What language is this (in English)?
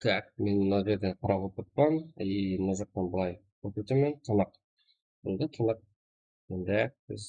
Kara-Kalpak